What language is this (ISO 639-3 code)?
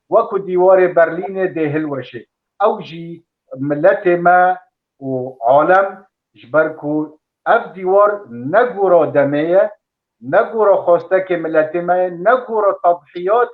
kur